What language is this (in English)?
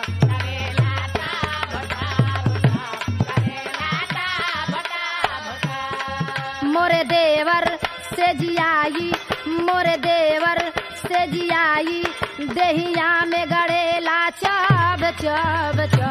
Bhojpuri